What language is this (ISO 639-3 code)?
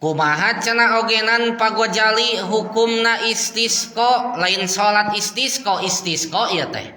sun